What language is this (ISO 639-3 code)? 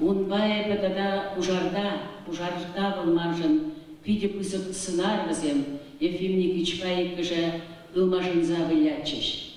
chv